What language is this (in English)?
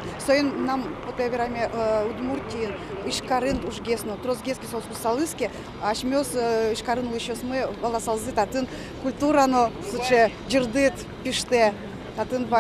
Udmurt